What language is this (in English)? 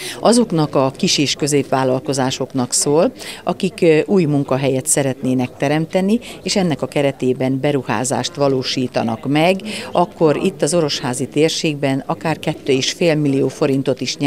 Hungarian